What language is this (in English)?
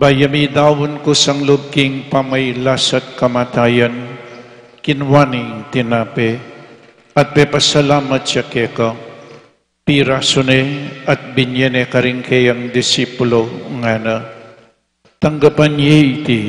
Pampanga